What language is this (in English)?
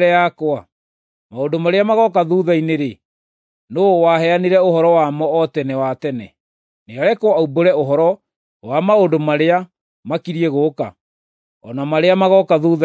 Kikuyu